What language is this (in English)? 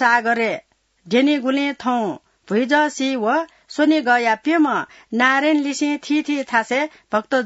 Newari